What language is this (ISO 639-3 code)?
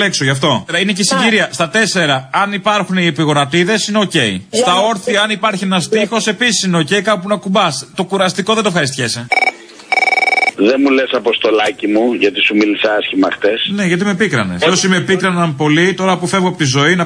ell